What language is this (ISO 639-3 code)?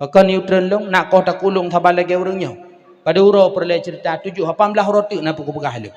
ace